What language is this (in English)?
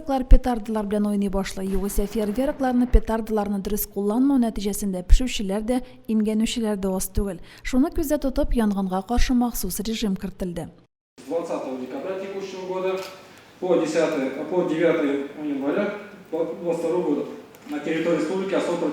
Tatar